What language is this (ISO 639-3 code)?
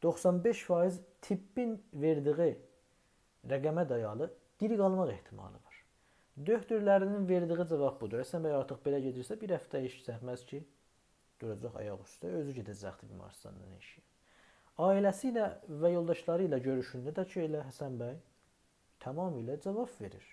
azb